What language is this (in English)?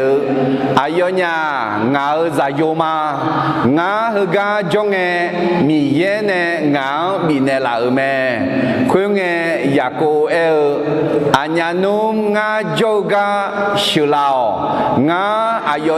Akha